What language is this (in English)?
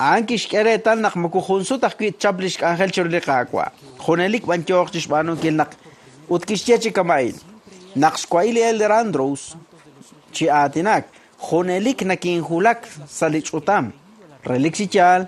Kekchí